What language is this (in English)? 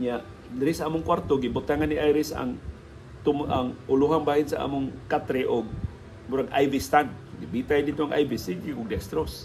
Cebuano